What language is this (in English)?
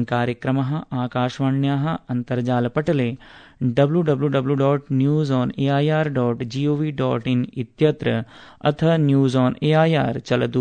Sanskrit